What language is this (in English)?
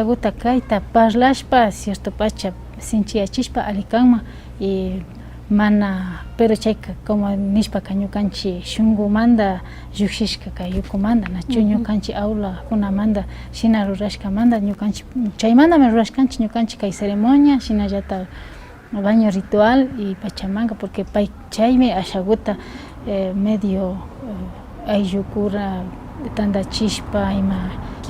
Imbabura Highland Quichua